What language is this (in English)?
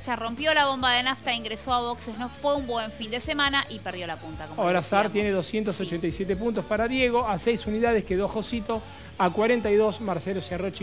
Spanish